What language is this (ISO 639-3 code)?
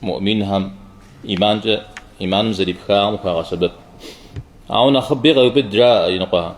kbd